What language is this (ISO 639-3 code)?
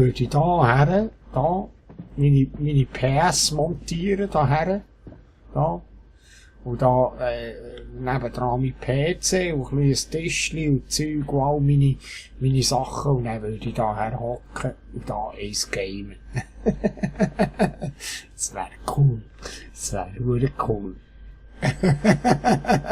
gsw